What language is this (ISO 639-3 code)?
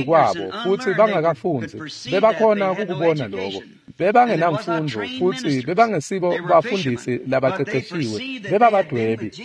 ssw